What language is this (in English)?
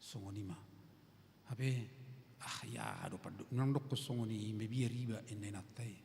Batak Toba